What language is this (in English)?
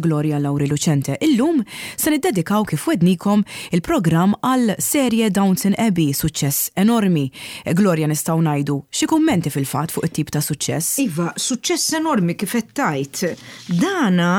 Maltese